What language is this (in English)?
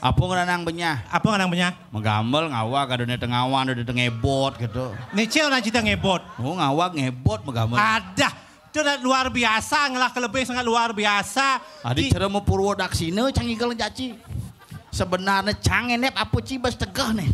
Balinese